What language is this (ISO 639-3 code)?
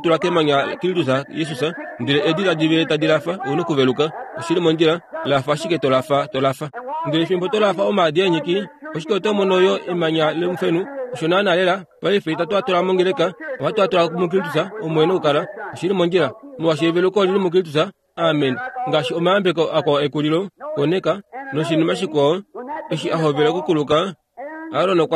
kua